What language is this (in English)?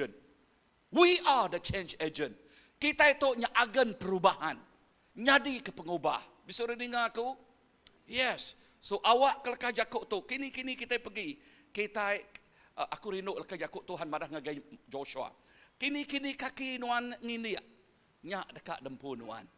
Iban